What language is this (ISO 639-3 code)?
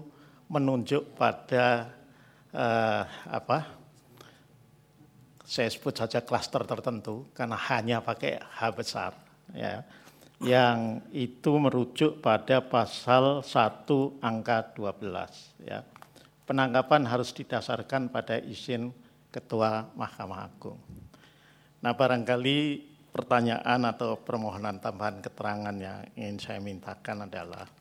ind